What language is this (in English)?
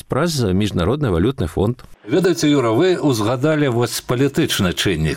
Belarusian